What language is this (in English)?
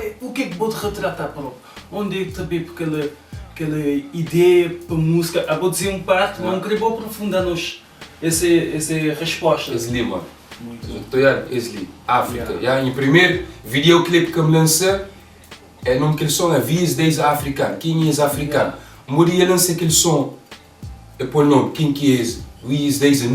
Kabuverdianu